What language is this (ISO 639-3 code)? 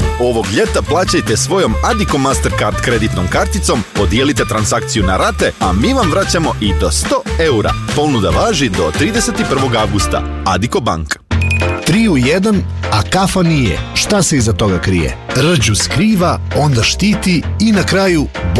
srp